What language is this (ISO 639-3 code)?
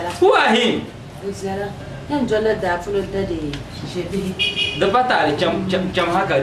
dag